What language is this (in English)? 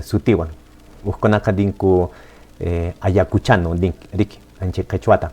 Quechua